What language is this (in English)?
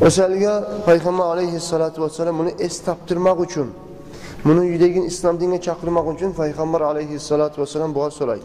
Kumyk